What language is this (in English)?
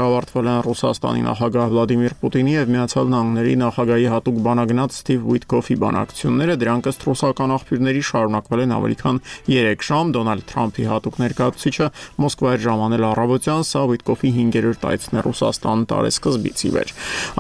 Armenian